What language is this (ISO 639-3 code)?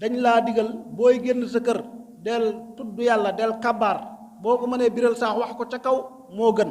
wol